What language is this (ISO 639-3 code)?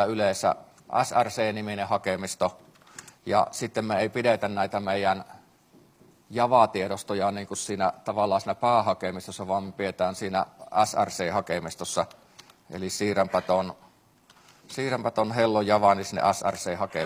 fin